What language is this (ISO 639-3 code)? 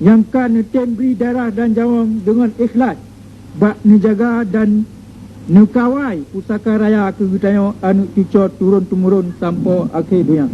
ace